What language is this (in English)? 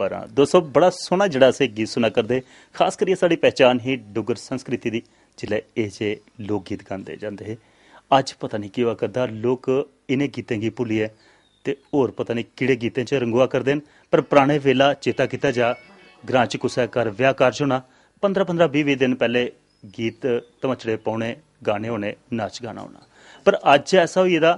Dogri